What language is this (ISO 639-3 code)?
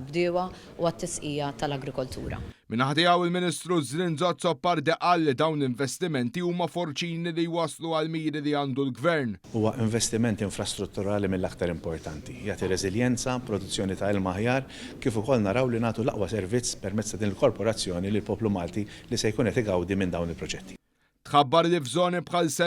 mlt